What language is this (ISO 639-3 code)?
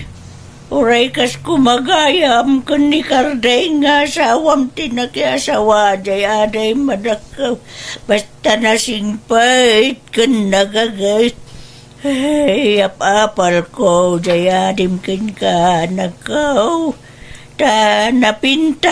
ilo